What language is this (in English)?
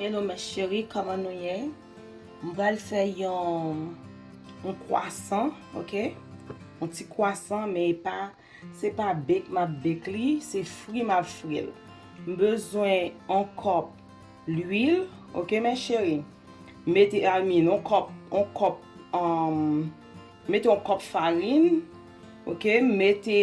Haitian Creole